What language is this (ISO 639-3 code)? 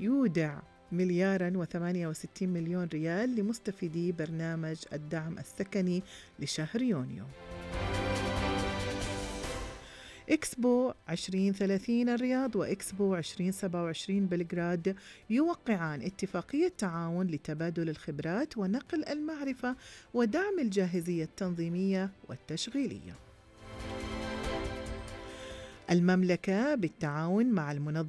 ara